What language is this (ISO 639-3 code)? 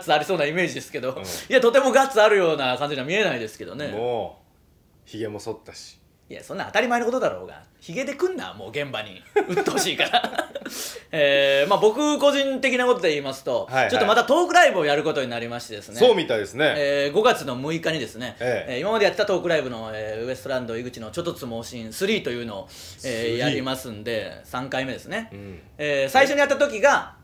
jpn